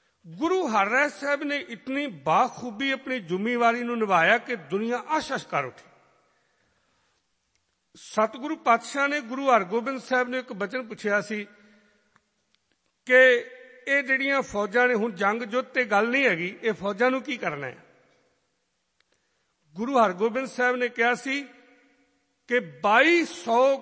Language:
Punjabi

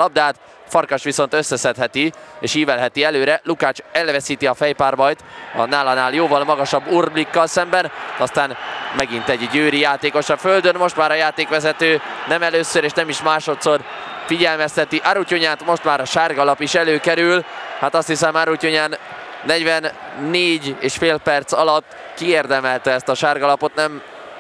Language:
Hungarian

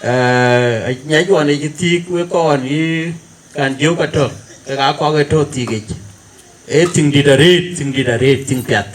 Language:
Dinka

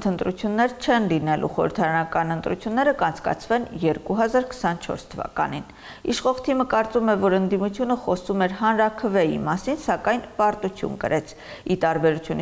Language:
Armenian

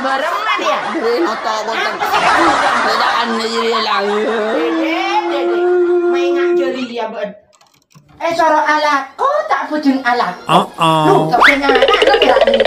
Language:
Madurese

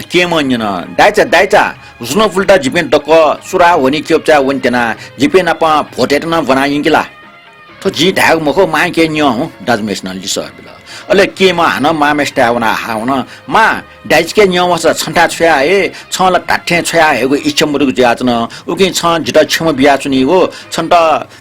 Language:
Newari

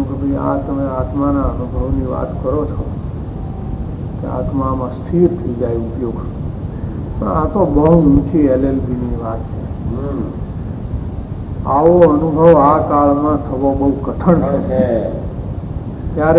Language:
Gujarati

